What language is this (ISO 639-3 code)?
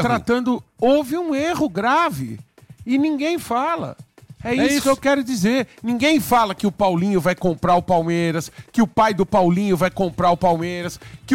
por